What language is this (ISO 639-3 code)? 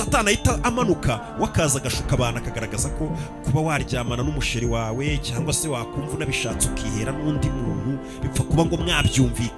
kin